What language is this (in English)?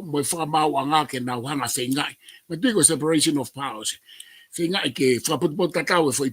Tongan